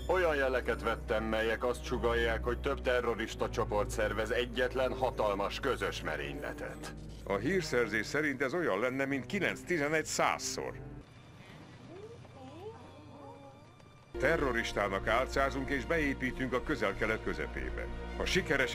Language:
Hungarian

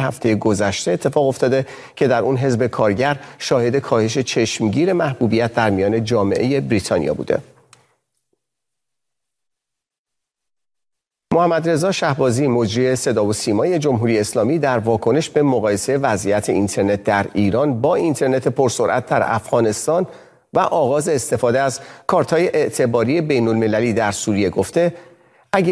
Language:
Persian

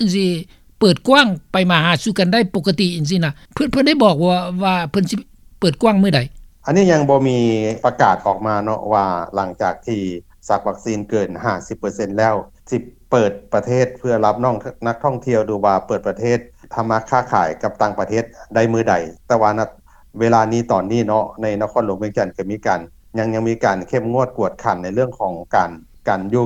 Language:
Lao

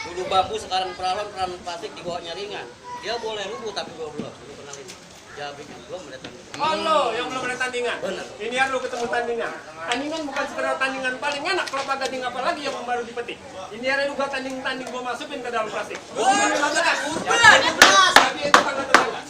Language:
Betawi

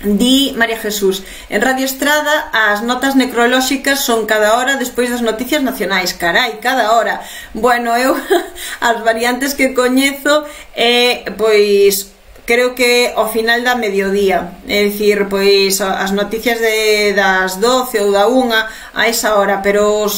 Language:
Galician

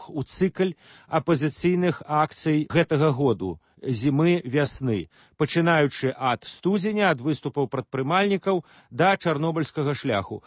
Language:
Belarusian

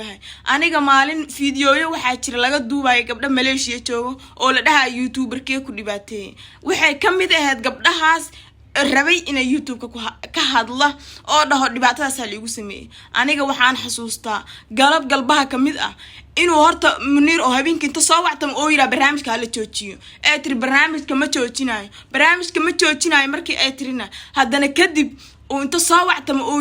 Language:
Somali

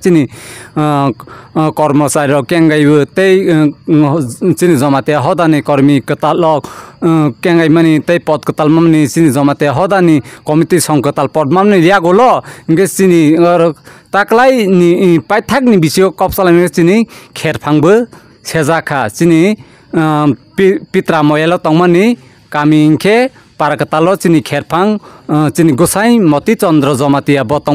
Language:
Kok Borok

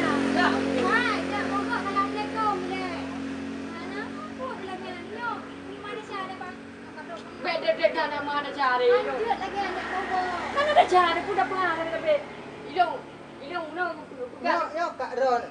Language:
Achinese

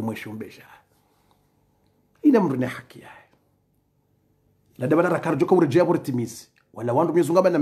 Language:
Swahili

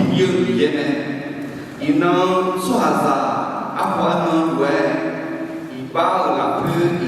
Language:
Akha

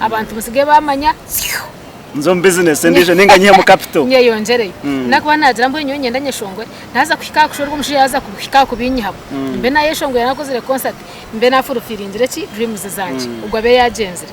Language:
Nyankole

